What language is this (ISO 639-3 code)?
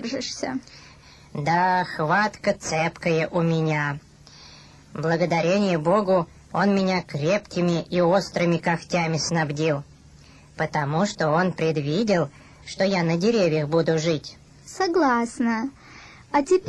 rus